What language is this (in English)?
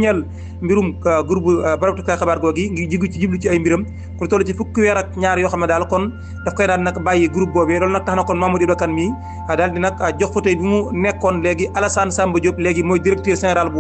Wolof